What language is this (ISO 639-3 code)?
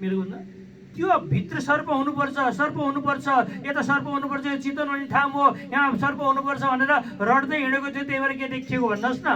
nep